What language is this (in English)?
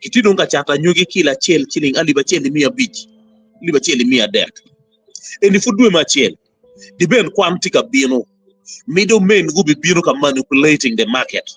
Acoli